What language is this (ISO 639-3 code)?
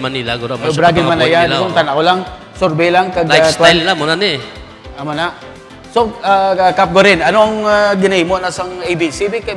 hil